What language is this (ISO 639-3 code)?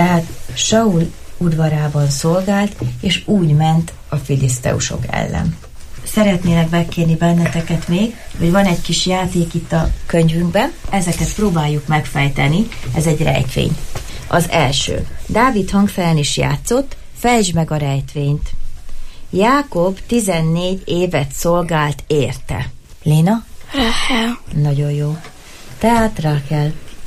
hun